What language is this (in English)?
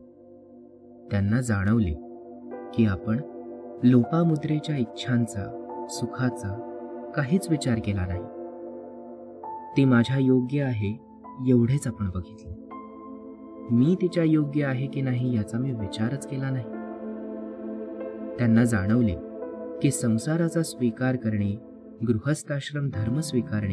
Marathi